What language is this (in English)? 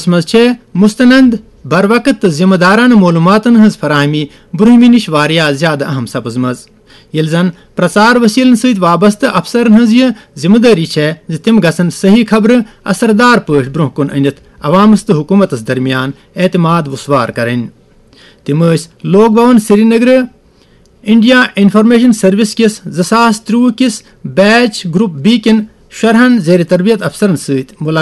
Kashmiri